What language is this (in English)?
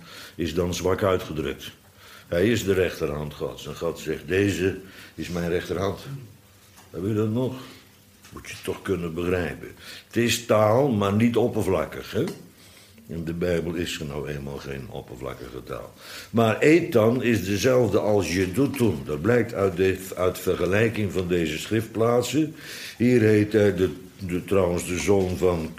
Dutch